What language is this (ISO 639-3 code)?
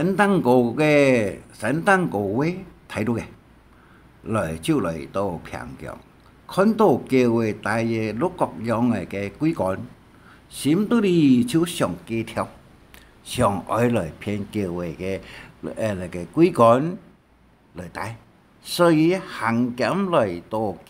hak